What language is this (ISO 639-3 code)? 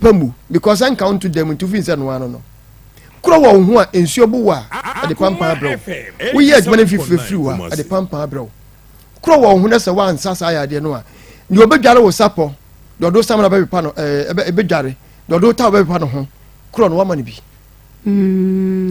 aka